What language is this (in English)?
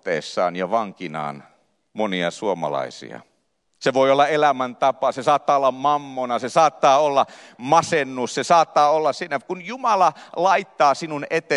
Finnish